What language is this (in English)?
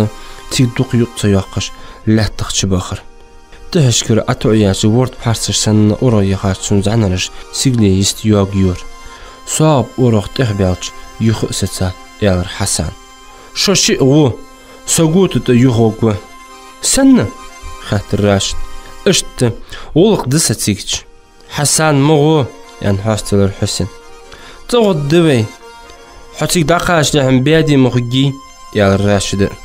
Ingush